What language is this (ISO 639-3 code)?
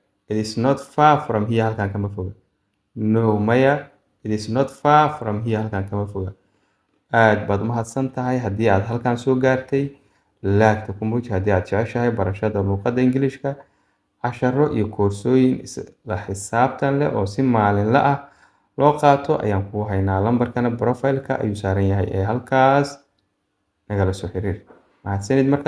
som